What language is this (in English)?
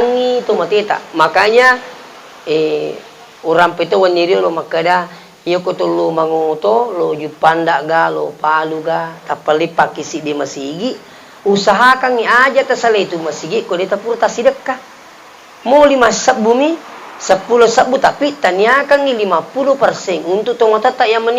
Buginese